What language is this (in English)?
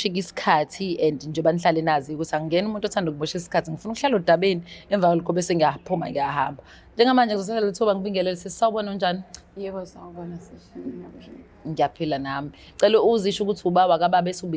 Zulu